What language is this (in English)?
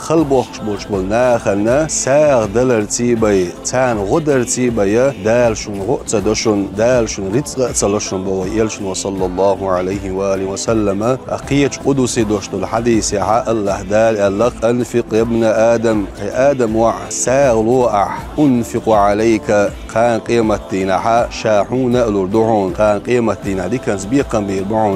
Chechen